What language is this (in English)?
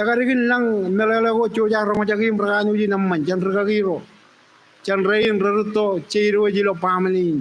Marshallese